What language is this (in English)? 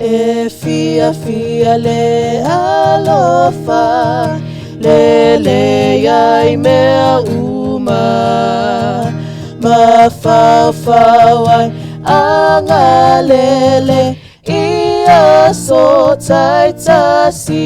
Samoan